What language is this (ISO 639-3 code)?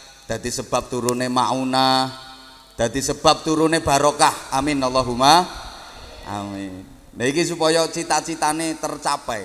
jav